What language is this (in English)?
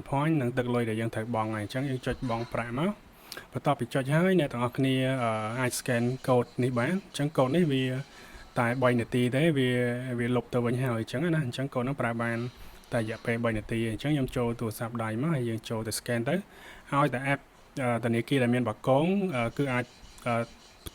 Khmer